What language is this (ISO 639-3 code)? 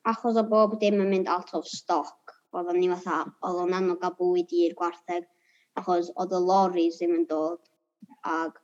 cym